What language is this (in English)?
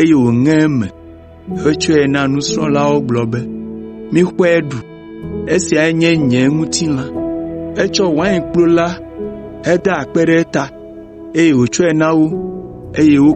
Ewe